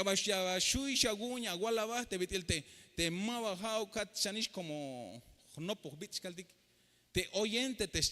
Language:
Tzeltal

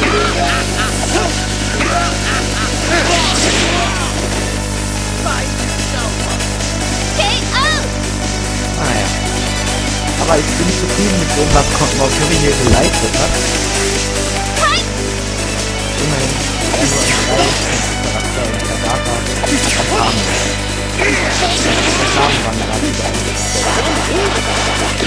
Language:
German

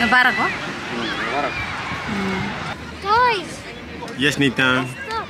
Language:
Tetum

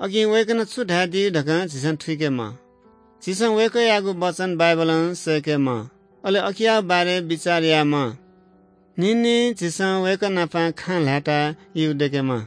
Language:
Newari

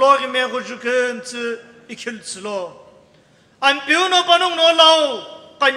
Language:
Sumi Naga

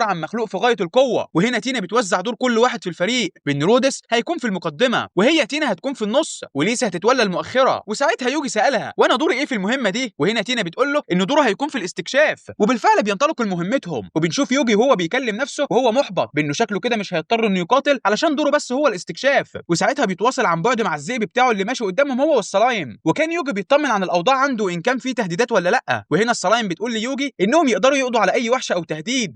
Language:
Egyptian Arabic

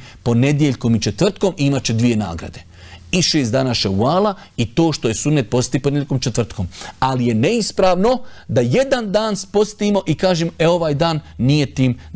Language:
Bosnian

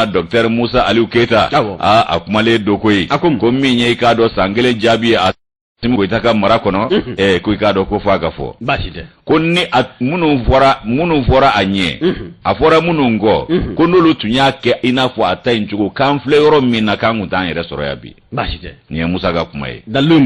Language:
Bambara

